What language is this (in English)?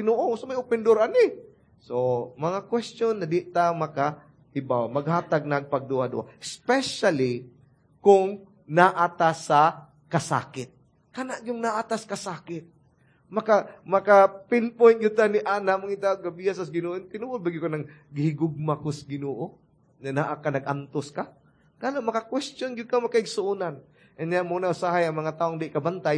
Cebuano